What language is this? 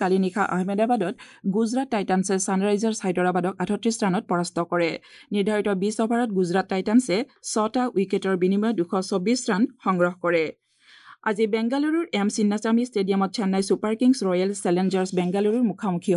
Assamese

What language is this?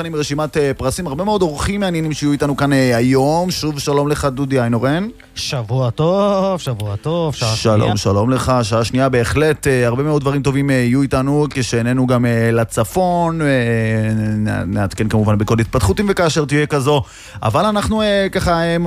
Hebrew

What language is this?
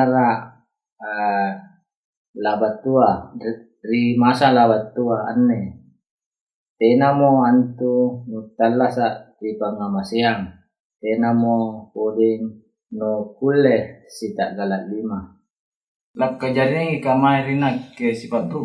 Makasar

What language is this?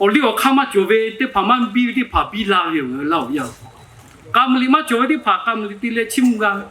Lahu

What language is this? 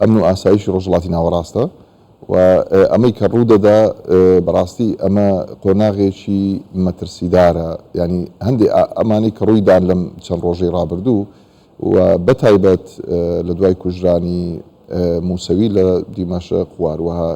Central Kurdish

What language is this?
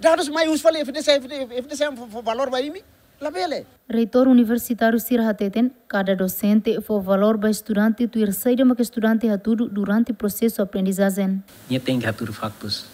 Tetum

